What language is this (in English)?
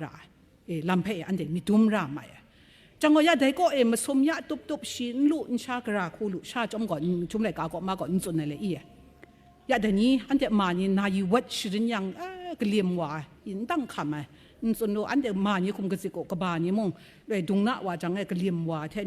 Kachin